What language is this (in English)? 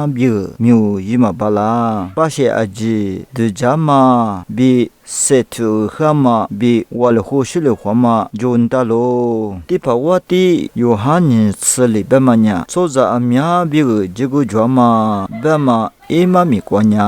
Lisu